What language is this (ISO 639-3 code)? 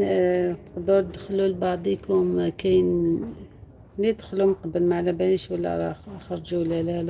arq